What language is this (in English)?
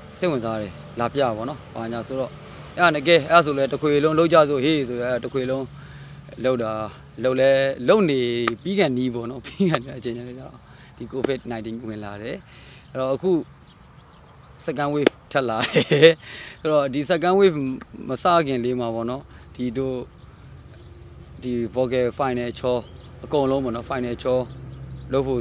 Burmese